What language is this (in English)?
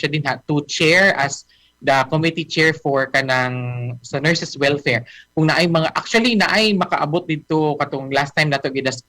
Cebuano